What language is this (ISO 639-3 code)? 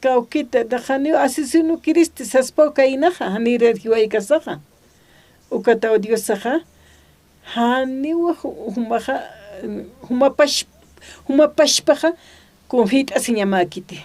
aym